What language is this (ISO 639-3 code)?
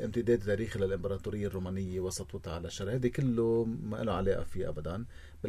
apc